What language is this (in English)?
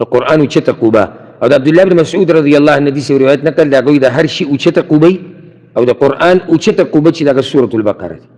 Pashto